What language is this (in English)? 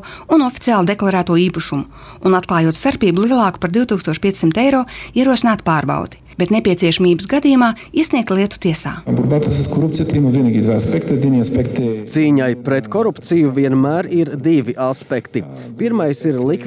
Latvian